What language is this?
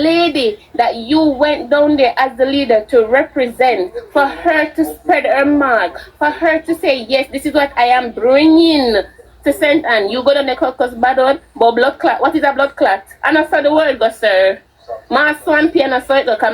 Jamaican Creole English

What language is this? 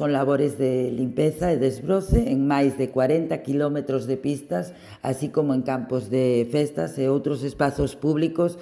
Galician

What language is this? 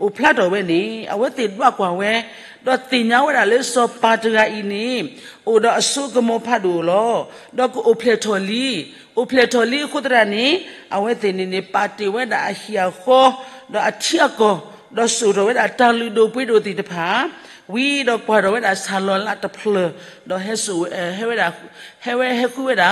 S'gaw Karen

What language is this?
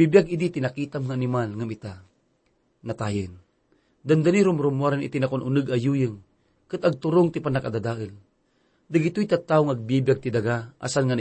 Iloko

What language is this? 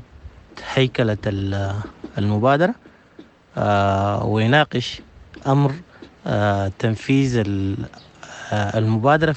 Sudanese Arabic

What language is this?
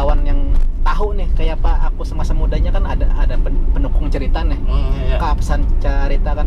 Banjar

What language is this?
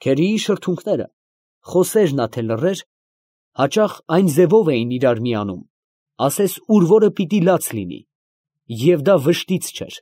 Armenian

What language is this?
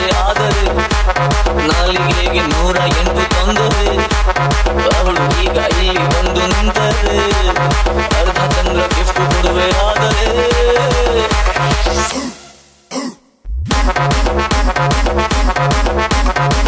Kannada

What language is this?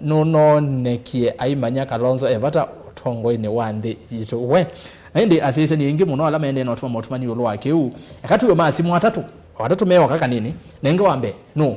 Kamba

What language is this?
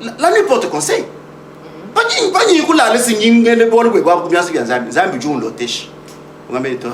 Luba-Lulua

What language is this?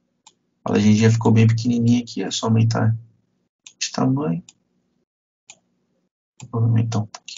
Portuguese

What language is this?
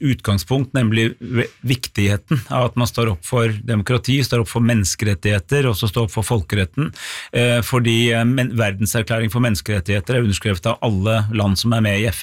Norwegian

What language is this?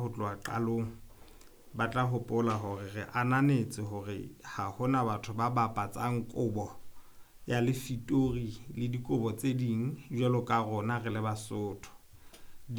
Southern Sotho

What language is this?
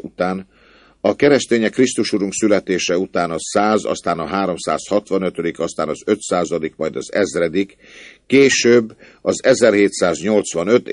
Hungarian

